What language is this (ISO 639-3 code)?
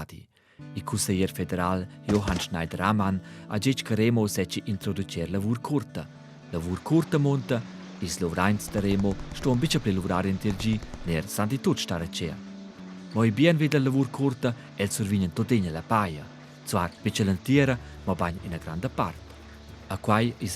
roh